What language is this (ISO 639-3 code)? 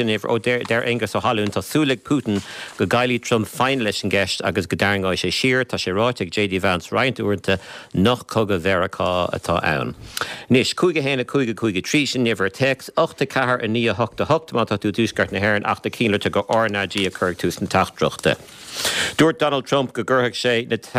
gle